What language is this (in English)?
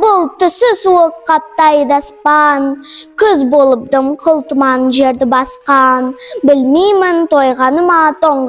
Kazakh